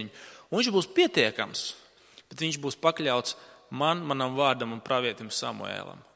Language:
Latvian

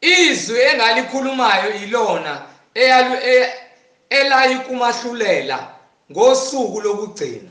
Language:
Zulu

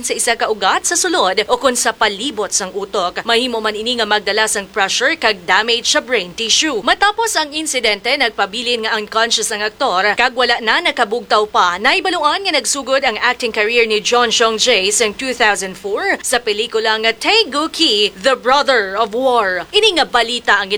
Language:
Hiligaynon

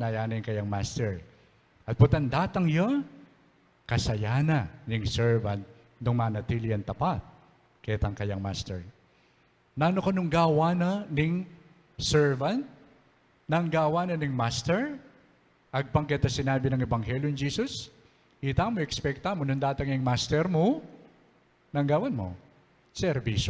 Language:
Pampanga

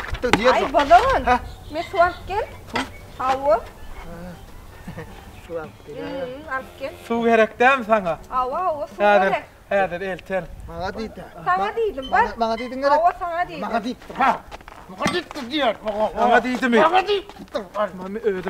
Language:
Turkmen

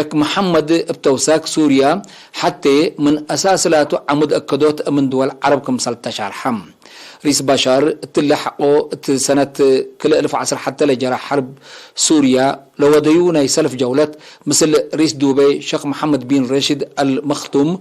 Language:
Tigre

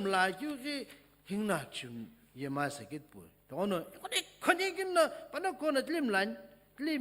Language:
Sumi Naga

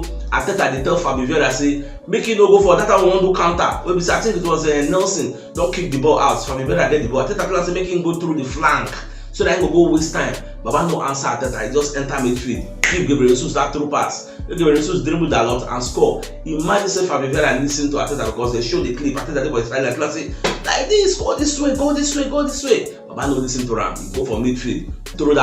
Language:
Nigerian Pidgin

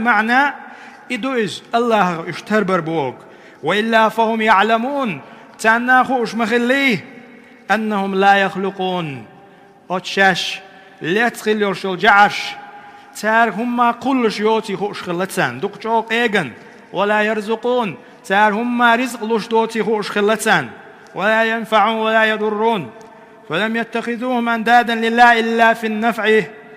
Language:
Chechen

